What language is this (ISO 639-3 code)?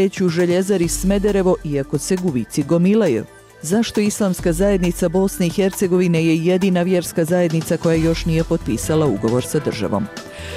bos